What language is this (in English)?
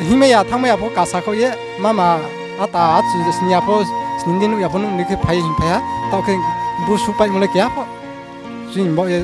Riang (India)